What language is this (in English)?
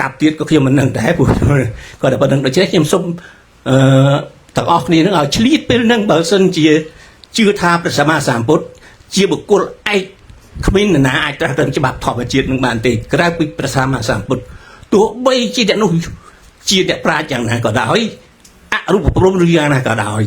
Khmer